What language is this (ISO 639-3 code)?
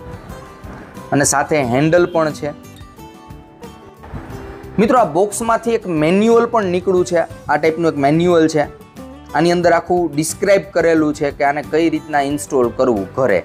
guj